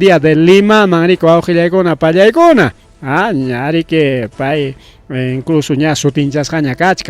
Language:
Ayacucho Quechua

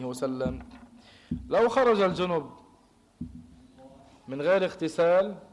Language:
Arabic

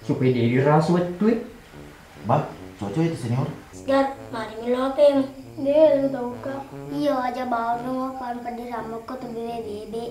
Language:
Buginese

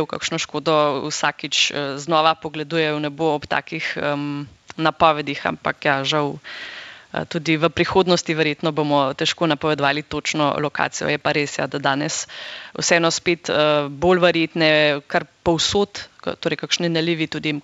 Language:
Slovenian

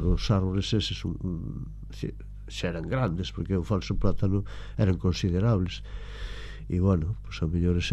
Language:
Galician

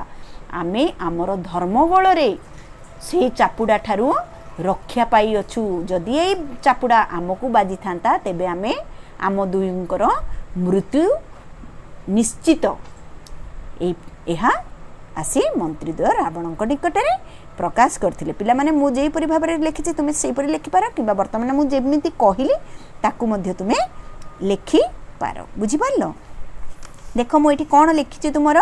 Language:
Odia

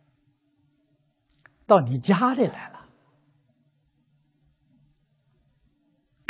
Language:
Chinese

